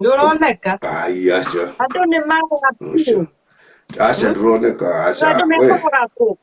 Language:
Kikuyu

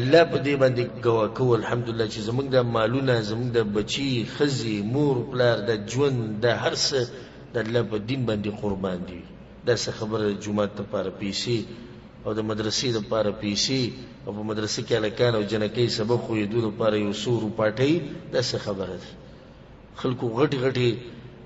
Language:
Pashto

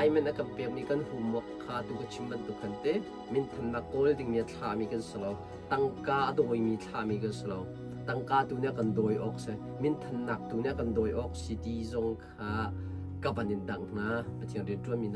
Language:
Hakha Chin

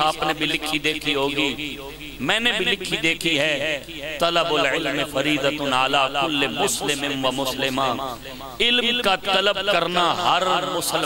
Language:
Urdu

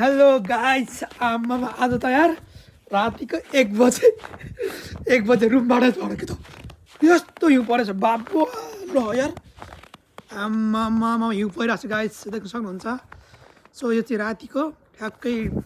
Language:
Nepali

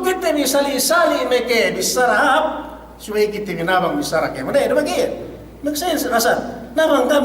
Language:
Yakan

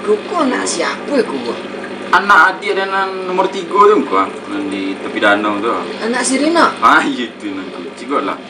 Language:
Minangkabau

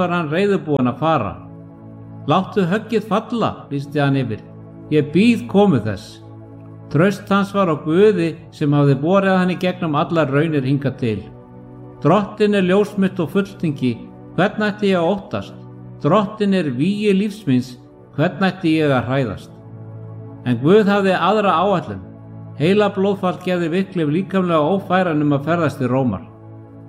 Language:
Icelandic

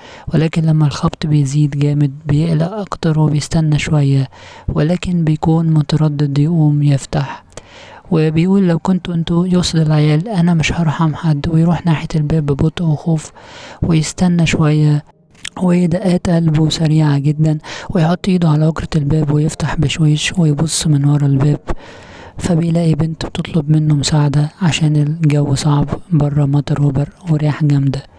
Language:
Egyptian Arabic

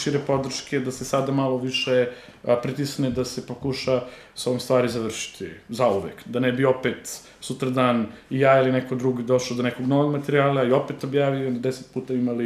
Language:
Serbian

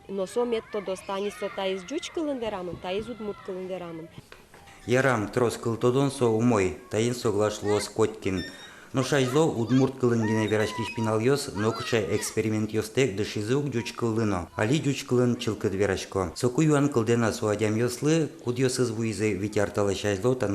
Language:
Udmurt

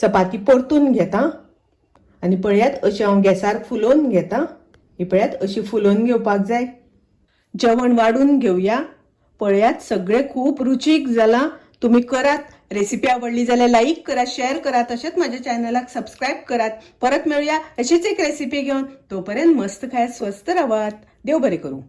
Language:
Konkani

